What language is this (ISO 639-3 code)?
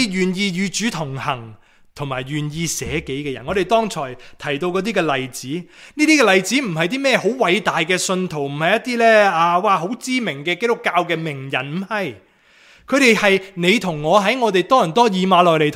yue